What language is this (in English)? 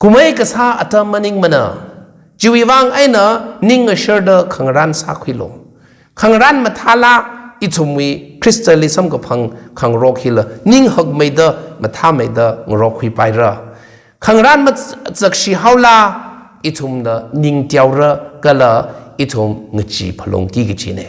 Tangkhul Naga (India)